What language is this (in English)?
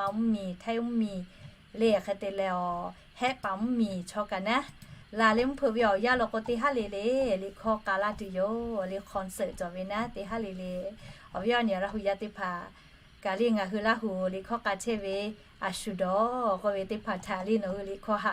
Lahu